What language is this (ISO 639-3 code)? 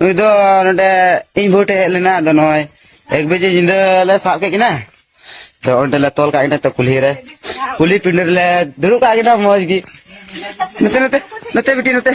sat